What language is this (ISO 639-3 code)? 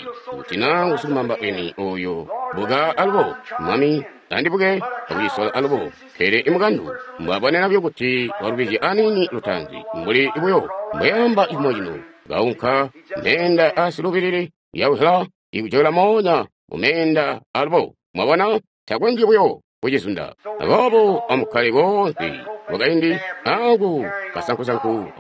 toi